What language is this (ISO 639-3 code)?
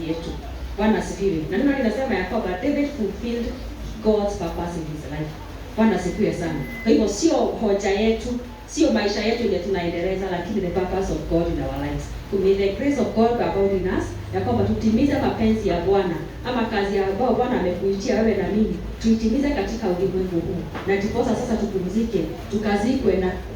swa